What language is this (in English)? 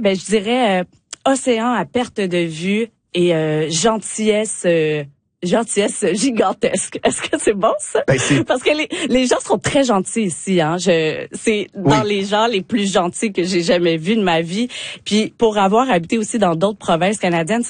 French